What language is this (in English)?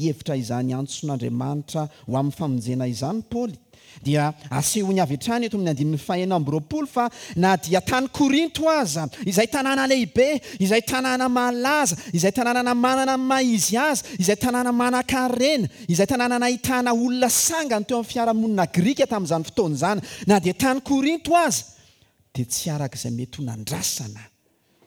Malagasy